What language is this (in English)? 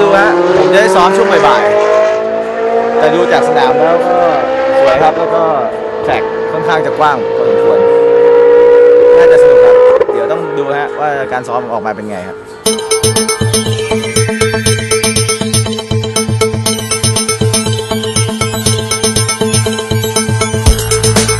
Thai